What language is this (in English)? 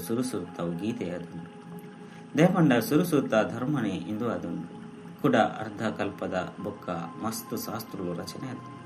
Tulu